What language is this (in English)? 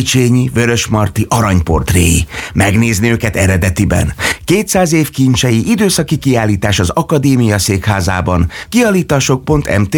Hungarian